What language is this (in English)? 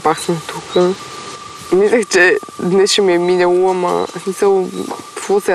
Bulgarian